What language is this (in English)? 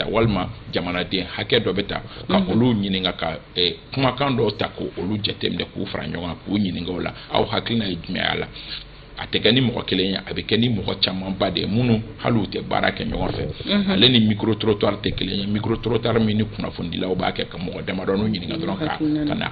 Bambara